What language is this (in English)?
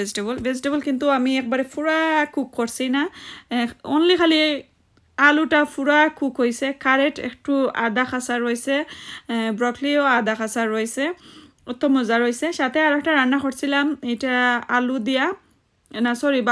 Sylheti